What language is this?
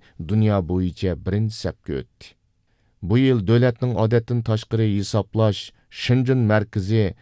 Uyghur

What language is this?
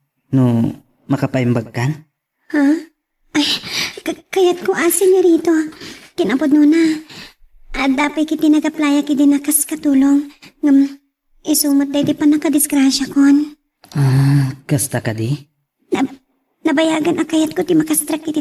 Iloko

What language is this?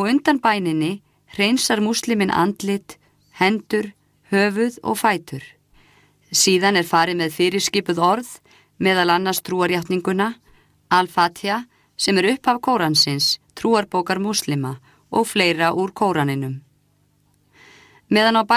Icelandic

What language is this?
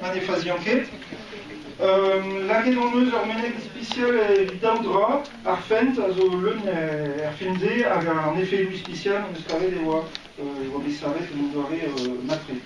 Breton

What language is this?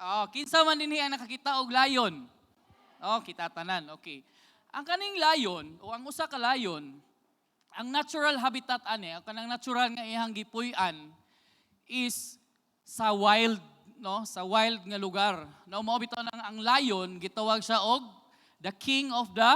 Cebuano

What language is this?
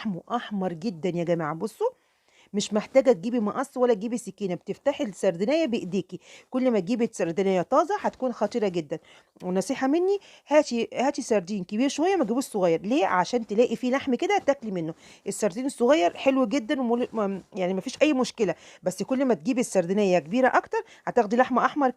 Egyptian Arabic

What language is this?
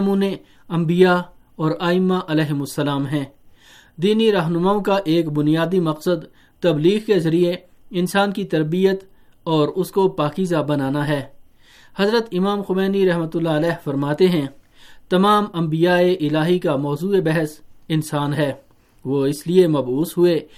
Urdu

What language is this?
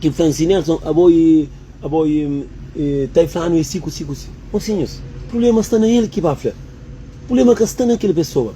Kabuverdianu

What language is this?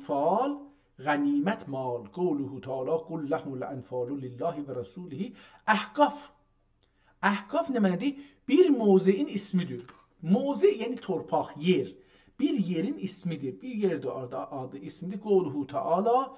South Azerbaijani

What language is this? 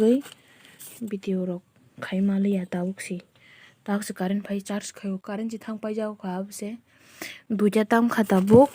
Kok Borok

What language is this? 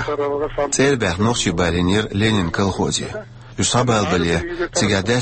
Chechen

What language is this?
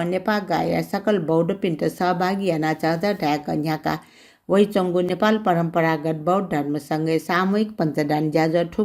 Newari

